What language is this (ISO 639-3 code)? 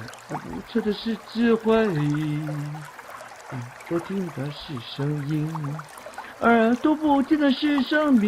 nan